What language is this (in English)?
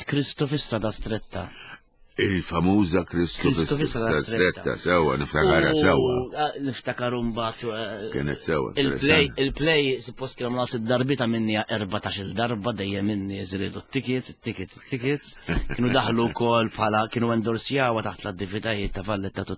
Maltese